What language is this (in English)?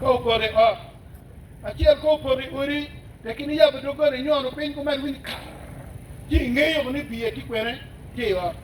Acoli